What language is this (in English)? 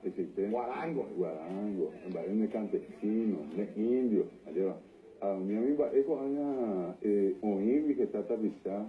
Guarani